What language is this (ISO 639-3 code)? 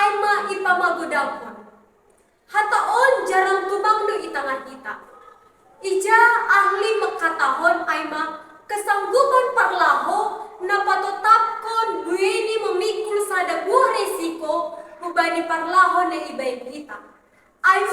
bts